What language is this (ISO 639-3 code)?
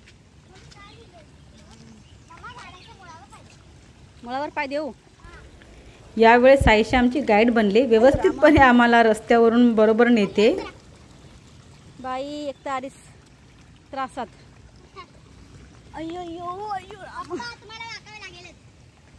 mar